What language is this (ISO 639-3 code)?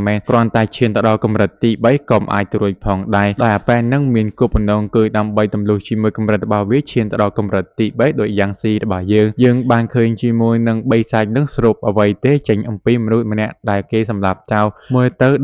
khm